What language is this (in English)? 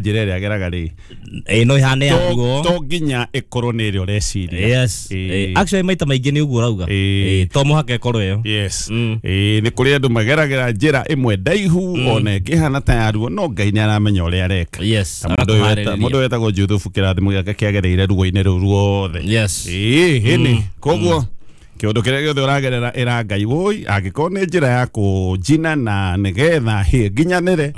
Kikuyu